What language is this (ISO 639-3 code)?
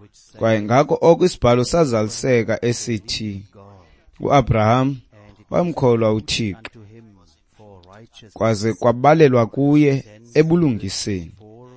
xho